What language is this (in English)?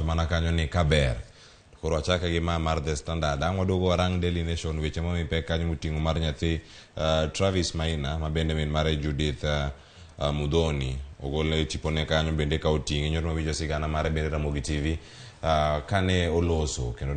Luo (Kenya and Tanzania)